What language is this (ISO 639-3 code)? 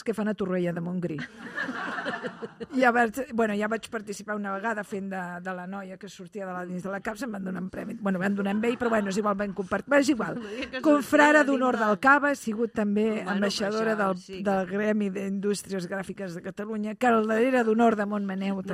cat